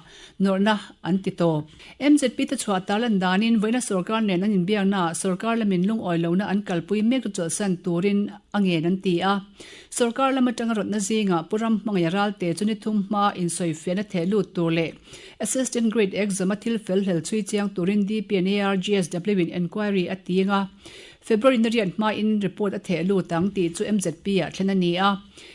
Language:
Mizo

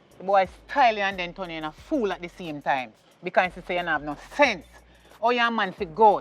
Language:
Jamaican Creole English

